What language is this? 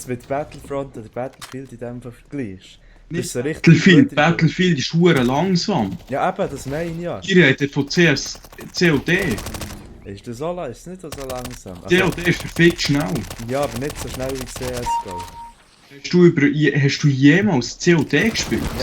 Swiss German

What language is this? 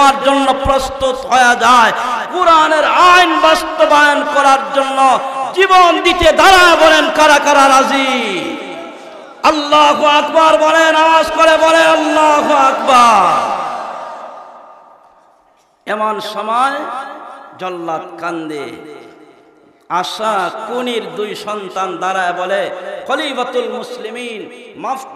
Bangla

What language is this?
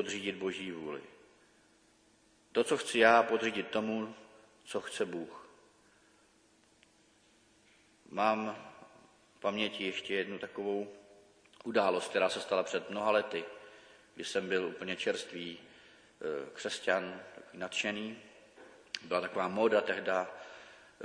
Czech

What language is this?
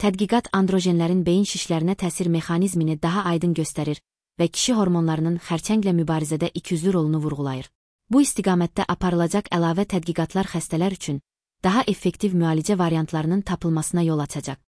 Azerbaijani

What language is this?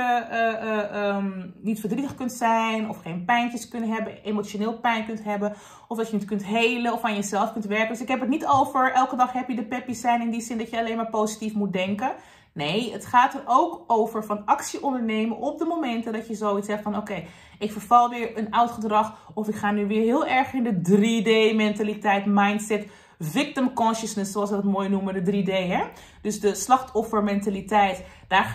Dutch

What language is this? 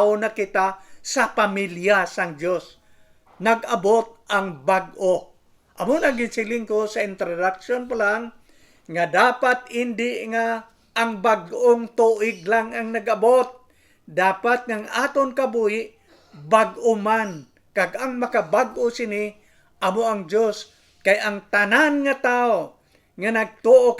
Hiligaynon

